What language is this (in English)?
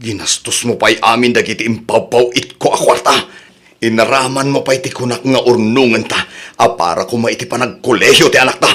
Iloko